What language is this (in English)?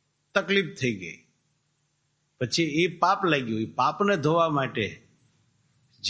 Gujarati